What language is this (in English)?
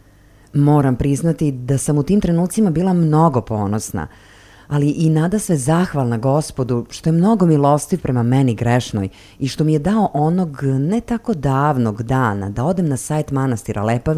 Serbian